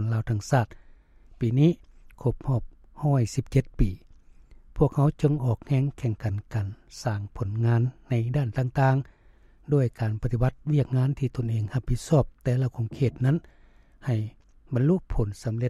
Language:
Lao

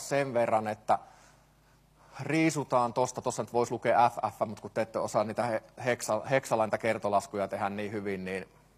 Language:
Finnish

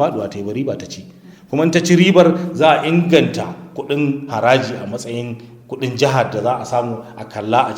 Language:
Hausa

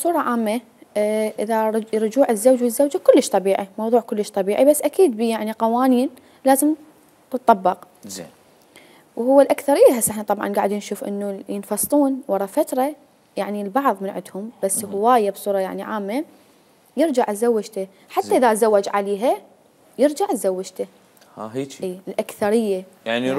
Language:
Mesopotamian Arabic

